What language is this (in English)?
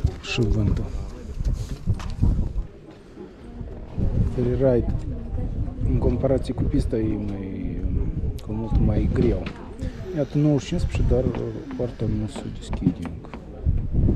Romanian